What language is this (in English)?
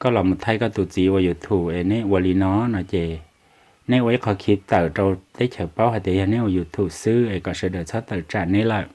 Hmong